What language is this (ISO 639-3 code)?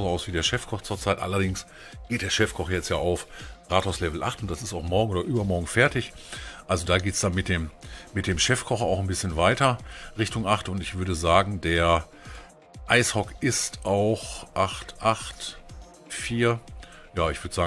deu